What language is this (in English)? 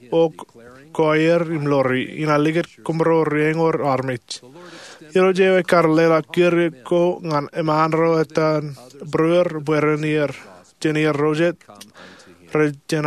Marshallese